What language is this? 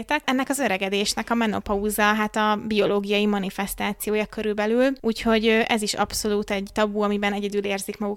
Hungarian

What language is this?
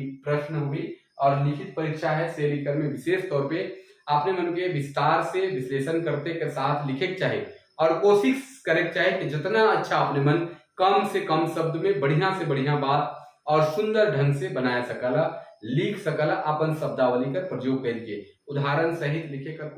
Sadri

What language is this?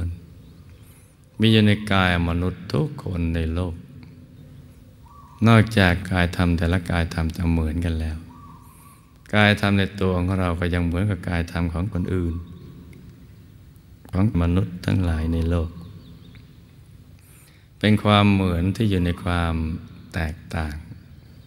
Thai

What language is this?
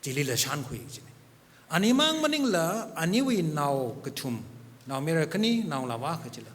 Tangkhul Naga (India)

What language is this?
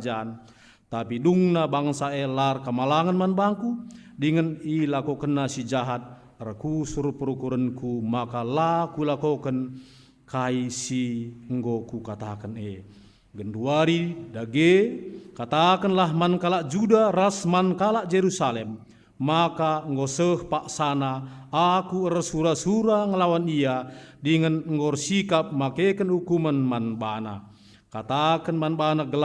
Batak Karo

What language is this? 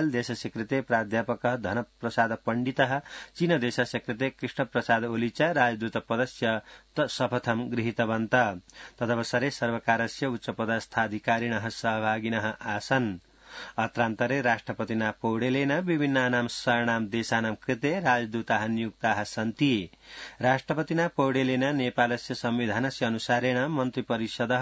Sanskrit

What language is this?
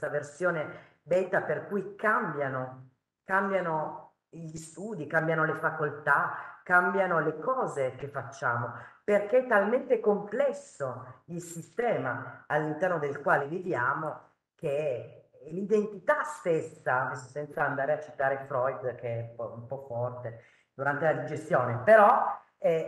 Italian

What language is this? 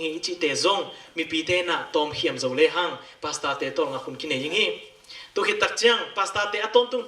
Tedim Chin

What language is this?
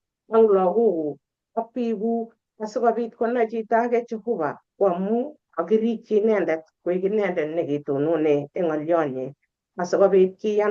Kalenjin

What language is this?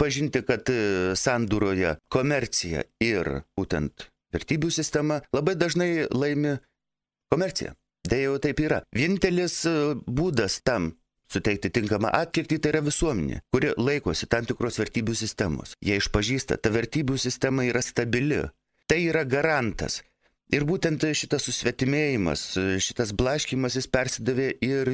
Lithuanian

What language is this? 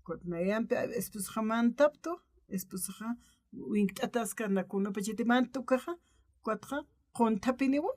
Aymara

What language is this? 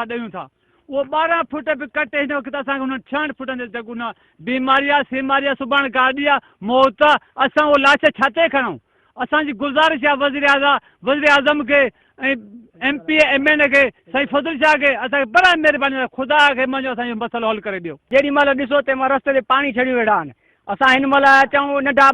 Sindhi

